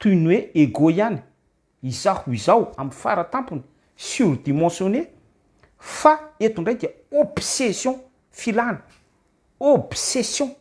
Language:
Malagasy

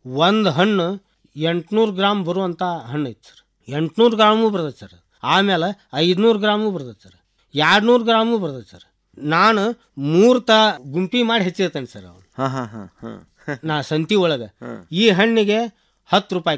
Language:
Kannada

